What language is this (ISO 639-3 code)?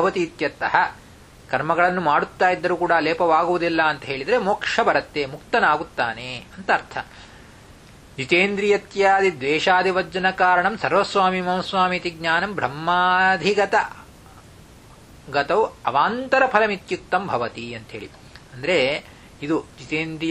kan